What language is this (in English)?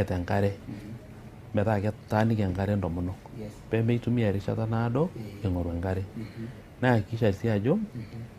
Masai